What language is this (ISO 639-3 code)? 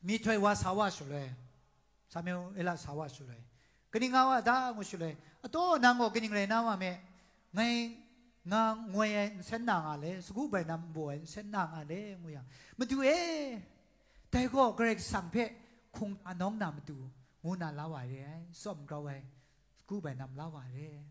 kac